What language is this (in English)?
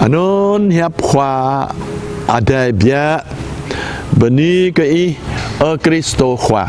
Jarai